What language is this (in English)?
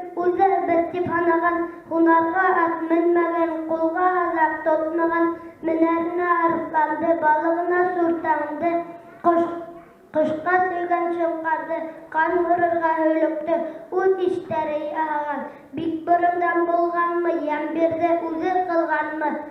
Bashkir